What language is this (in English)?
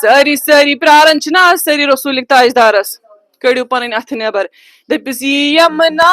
Kashmiri